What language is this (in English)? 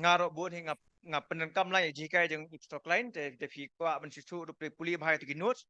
Khasi